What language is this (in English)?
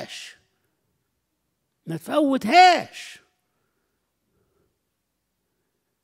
Egyptian Arabic